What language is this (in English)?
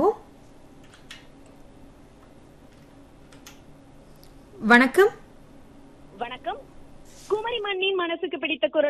Tamil